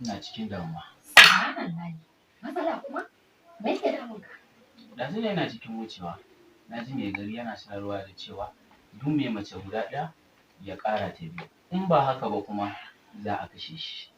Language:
Hausa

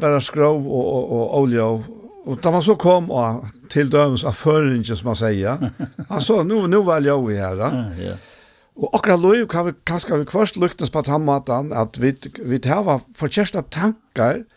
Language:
Faroese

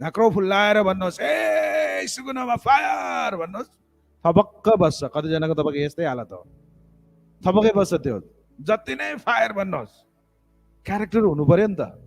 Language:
Nepali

